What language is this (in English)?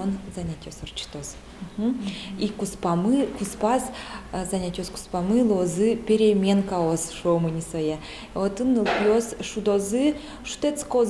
Udmurt